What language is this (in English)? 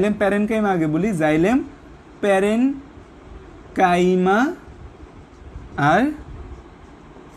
Bangla